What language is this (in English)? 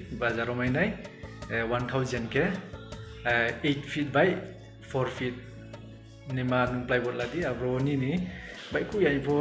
Riang (India)